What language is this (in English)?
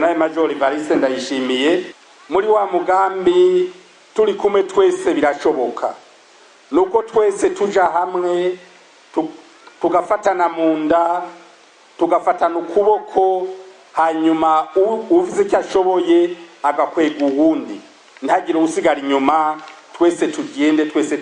Rundi